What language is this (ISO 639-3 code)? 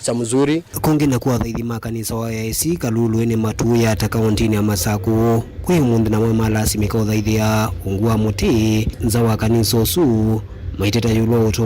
kam